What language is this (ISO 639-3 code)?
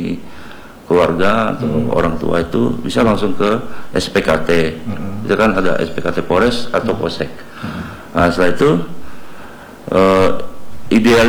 ind